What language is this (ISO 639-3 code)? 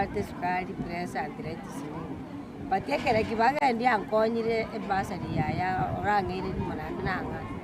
guz